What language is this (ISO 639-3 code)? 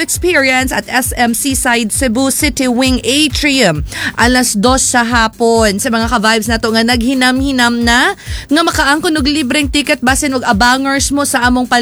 ceb